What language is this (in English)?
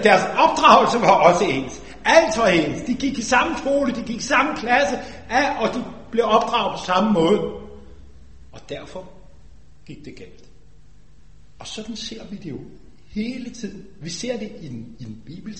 Danish